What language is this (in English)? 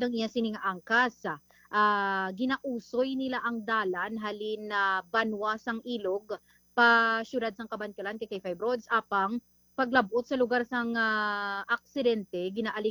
Hiligaynon